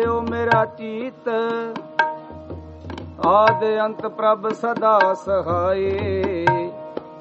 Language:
Punjabi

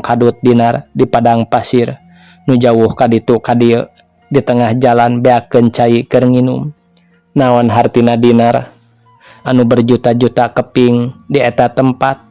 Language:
Sundanese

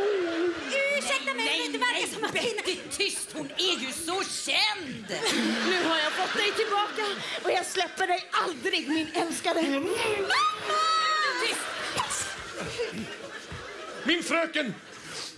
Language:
Swedish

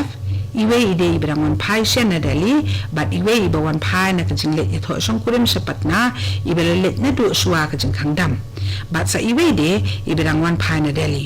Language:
Khasi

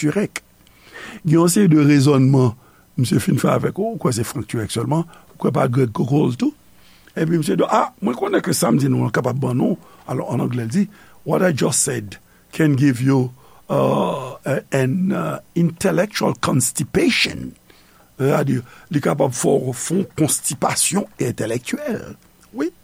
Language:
Haitian Creole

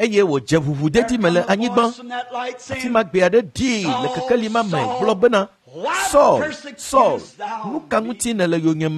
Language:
Ewe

